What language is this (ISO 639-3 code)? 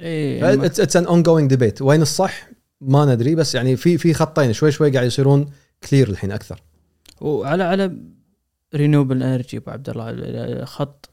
afb